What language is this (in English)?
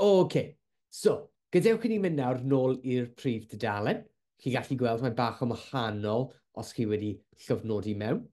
Welsh